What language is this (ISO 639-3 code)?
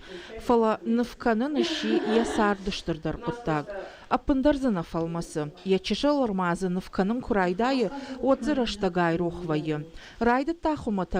oss